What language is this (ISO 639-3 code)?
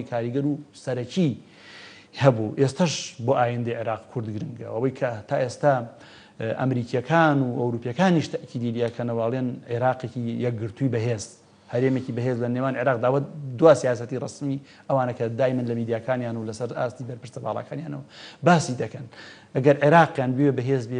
ckb